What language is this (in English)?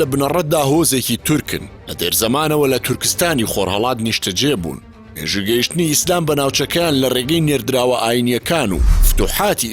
Central Kurdish